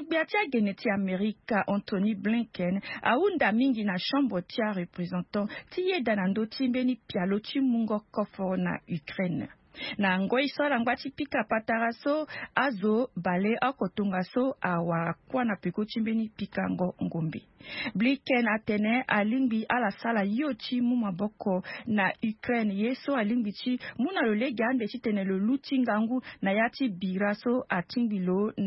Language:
Sango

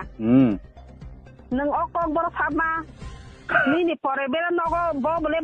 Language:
Kok Borok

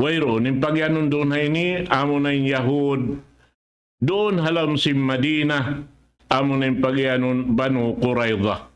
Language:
Tausug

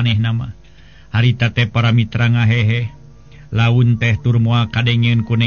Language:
Sundanese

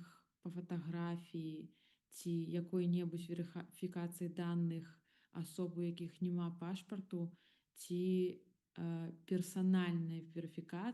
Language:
Belarusian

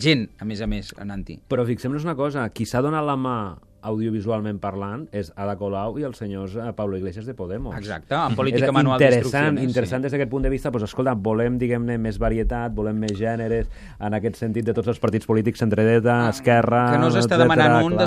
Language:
Catalan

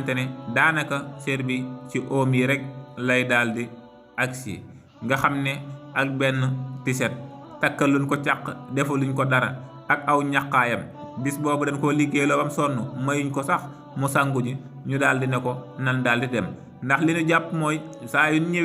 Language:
Wolof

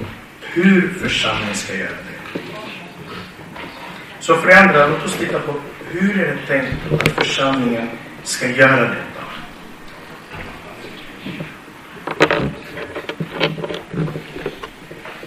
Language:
Swedish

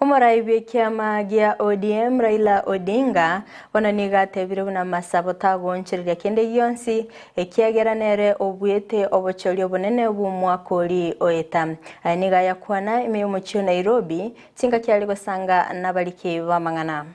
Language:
Gusii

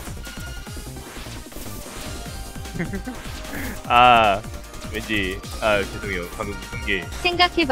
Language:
Korean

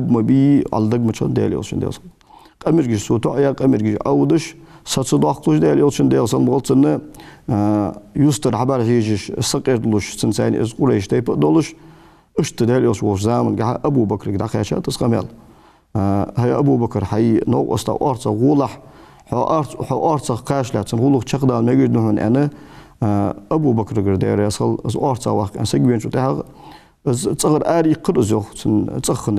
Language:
Ingush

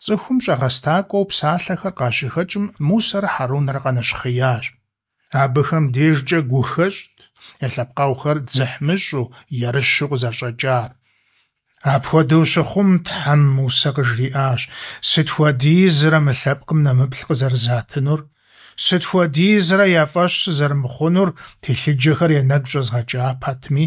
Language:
Kabardian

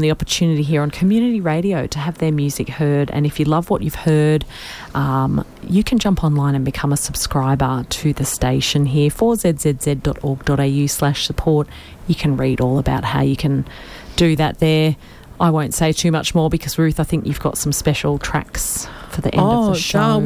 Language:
English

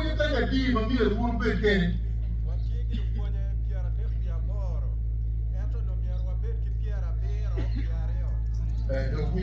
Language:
Acoli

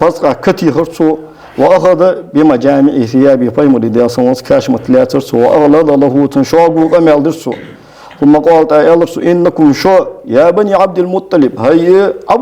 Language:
Ingush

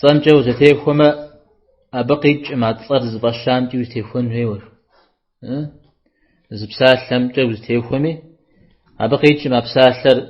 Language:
Kabardian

